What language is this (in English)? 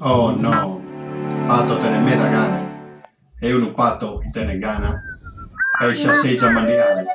Sardinian